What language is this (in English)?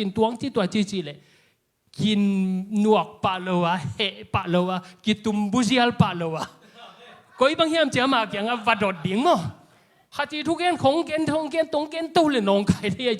Tedim Chin